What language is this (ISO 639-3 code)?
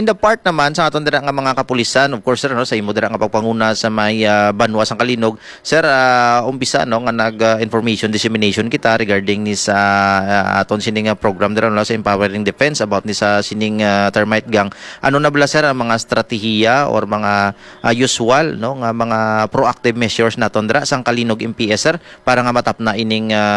hil